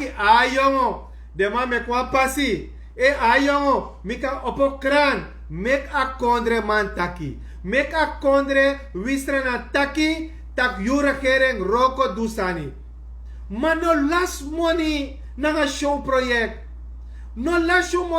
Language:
Sranan Tongo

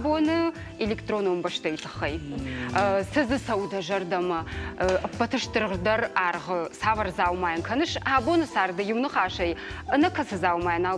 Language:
Ossetic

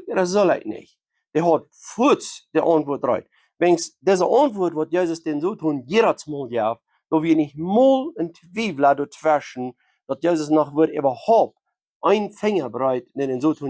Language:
Plautdietsch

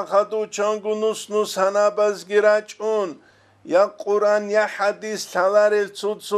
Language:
Avaric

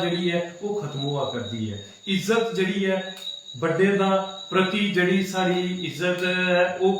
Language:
Dogri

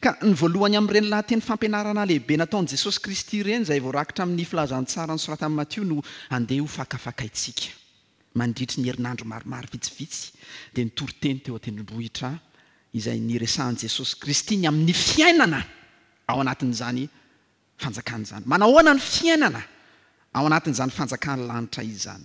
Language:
Malagasy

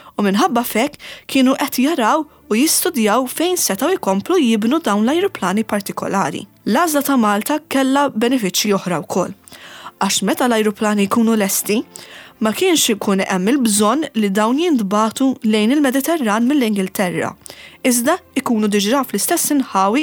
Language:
Maltese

